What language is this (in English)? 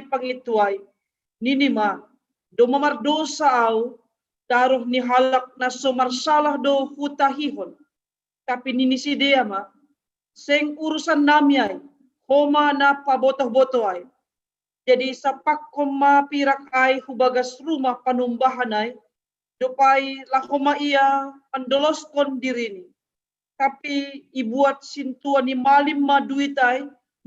Batak Simalungun